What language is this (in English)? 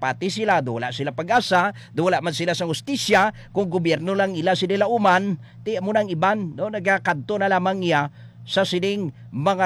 Hiligaynon